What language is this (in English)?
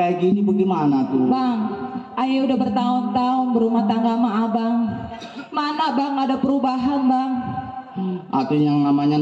Betawi